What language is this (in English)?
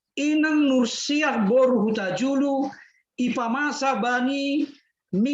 Batak Simalungun